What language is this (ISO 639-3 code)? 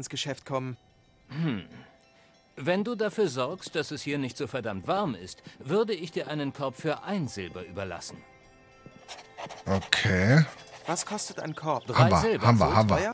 deu